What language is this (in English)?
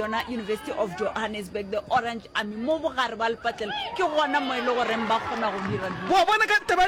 Northern Sotho